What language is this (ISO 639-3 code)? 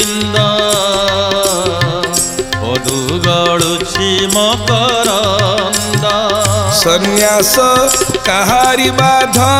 ori